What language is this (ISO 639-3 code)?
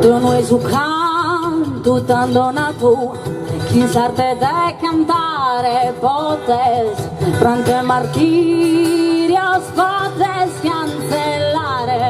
srd